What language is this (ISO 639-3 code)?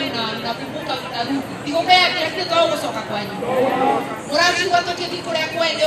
kik